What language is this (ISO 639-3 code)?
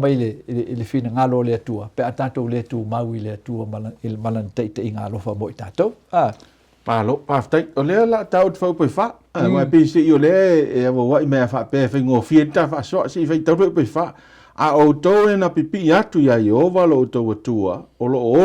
smo